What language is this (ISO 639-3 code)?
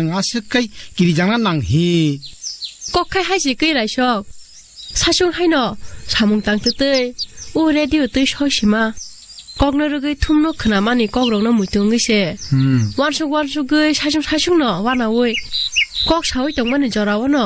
trp